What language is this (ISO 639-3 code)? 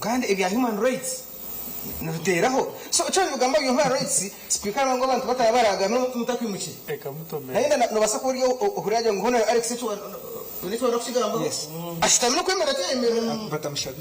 nyn